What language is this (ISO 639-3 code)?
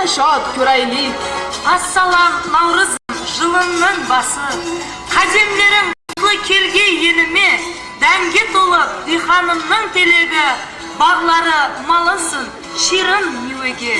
kaa